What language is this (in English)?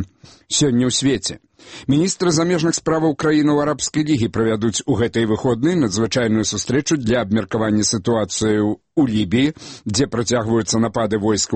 Belarusian